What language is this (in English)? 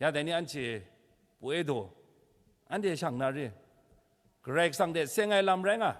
Kachin